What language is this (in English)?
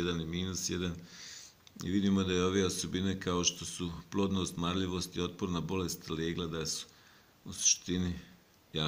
Bosnian